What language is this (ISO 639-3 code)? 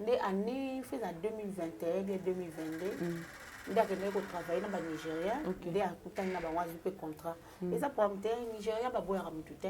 lin